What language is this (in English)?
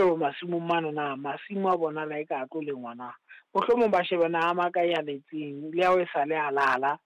Southern Sotho